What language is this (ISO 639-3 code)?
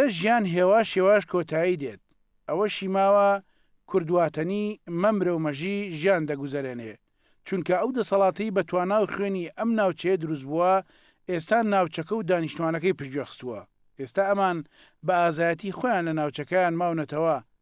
ckb